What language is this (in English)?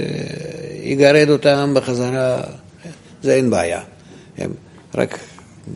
Hebrew